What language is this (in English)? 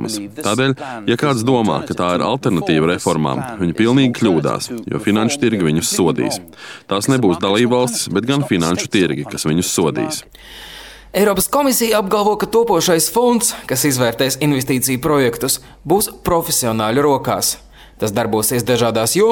Latvian